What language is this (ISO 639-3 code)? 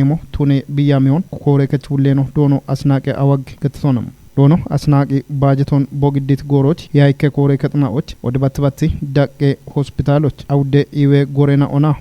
kbr